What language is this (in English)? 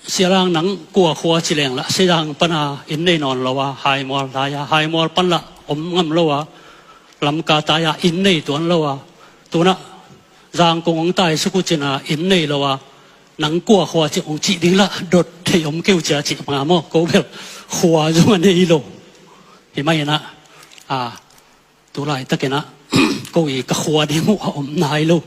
Tedim Chin